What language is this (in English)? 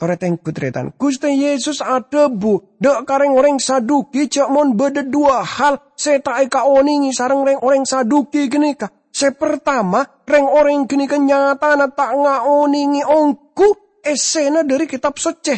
Madurese